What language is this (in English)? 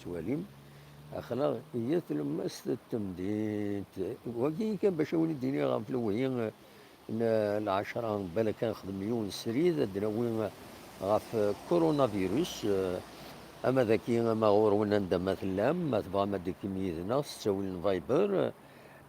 Kabyle